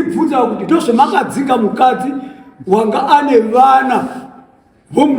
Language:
Shona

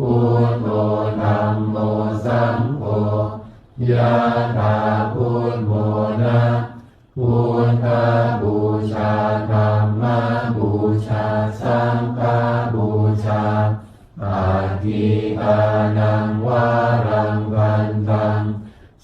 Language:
Pali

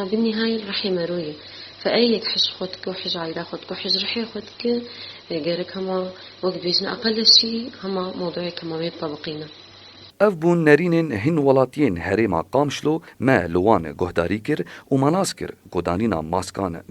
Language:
Kurdish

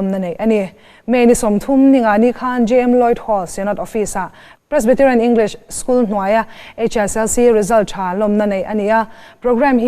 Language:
Mizo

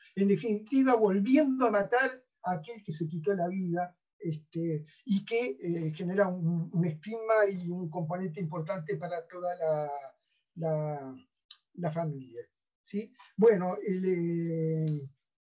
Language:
Spanish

